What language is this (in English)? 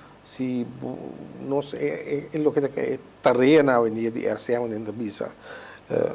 Papiamento